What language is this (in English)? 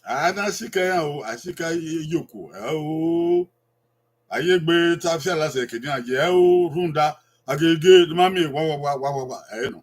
Bini